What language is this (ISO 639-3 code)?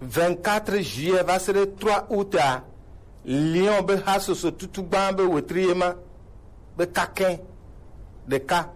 gej